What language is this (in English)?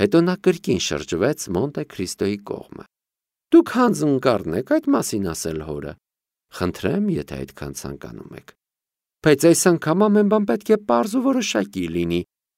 Armenian